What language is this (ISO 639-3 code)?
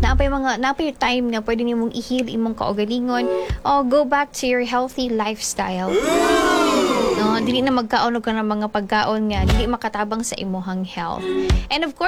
ceb